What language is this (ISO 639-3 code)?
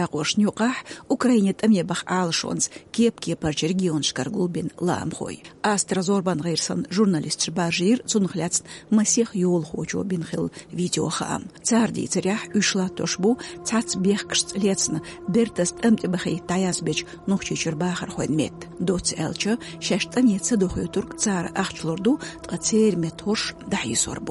che